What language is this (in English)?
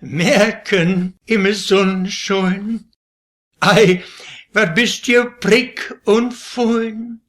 Westphalien